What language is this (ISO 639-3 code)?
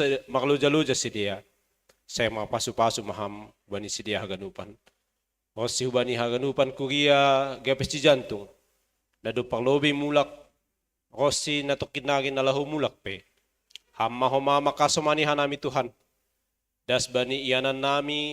bts